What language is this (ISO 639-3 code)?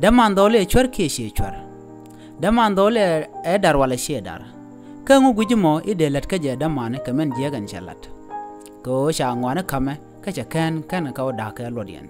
nus